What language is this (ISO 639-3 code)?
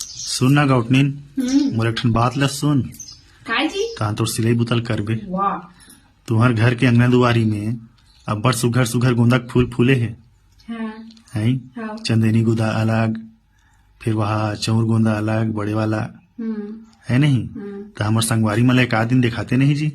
hne